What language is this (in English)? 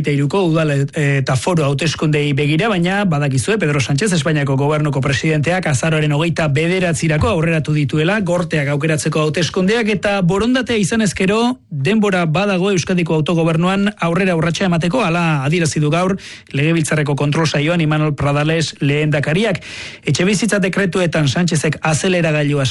Basque